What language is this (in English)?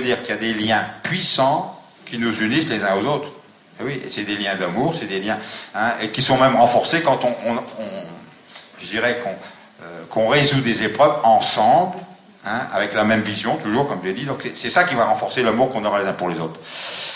French